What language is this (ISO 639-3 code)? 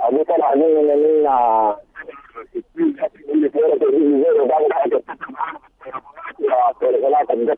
apd